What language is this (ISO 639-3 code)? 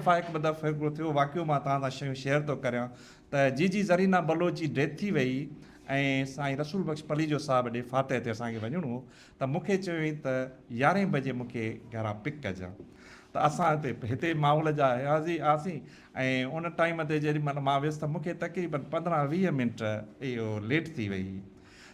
snd